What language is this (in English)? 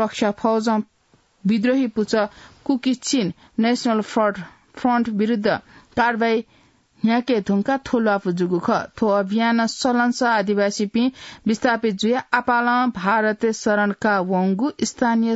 Newari